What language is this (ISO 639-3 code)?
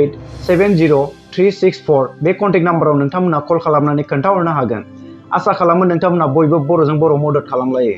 brx